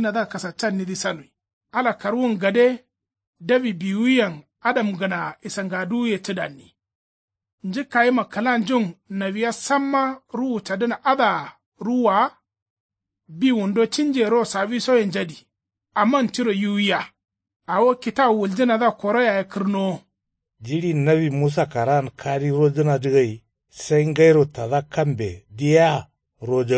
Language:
Kanuri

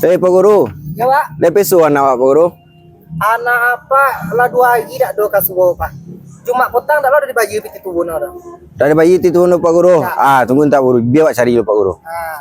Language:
Minangkabau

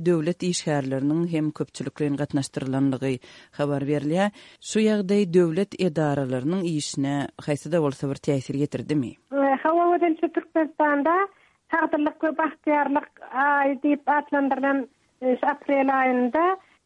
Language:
Turkmen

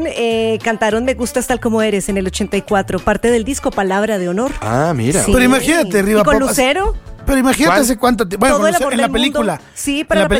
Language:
Spanish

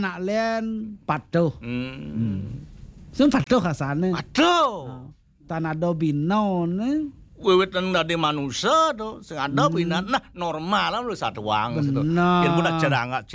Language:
Balinese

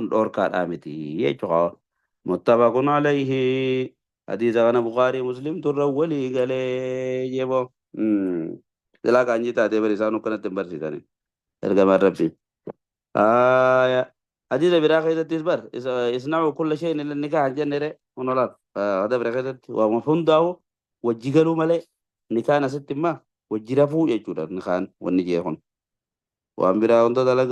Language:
Oromo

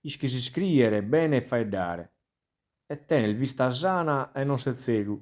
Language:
Sardinian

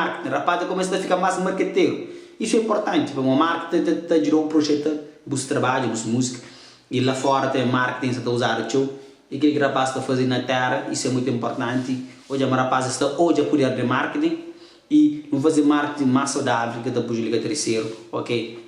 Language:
Kabuverdianu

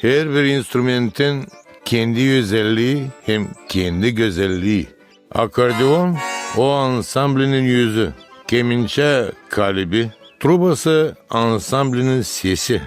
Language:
Gagauz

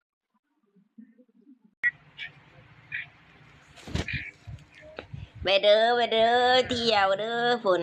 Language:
Lao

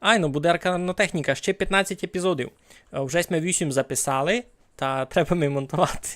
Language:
Rusyn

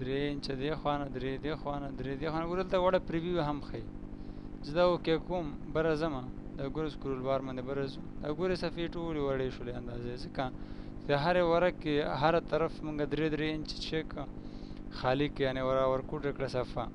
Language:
Pashto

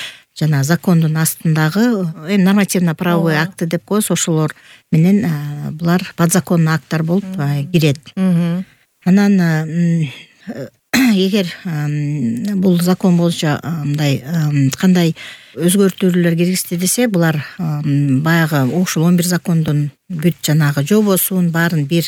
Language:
Kyrgyz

